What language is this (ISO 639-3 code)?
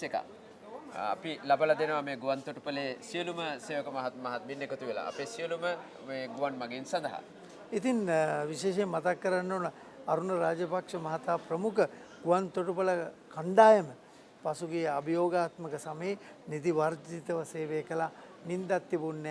sin